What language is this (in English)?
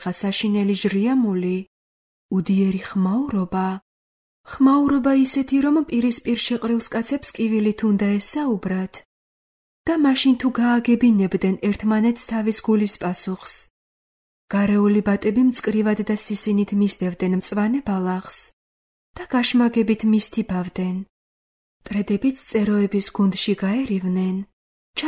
Georgian